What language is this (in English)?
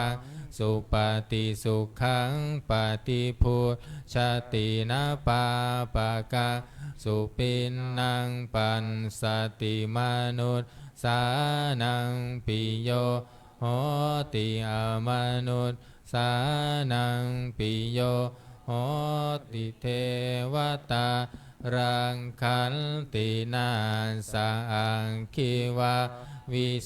Pali